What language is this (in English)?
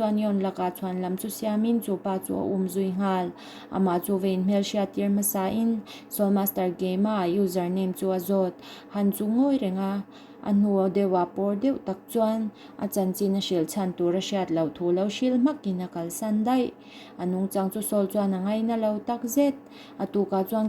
Mizo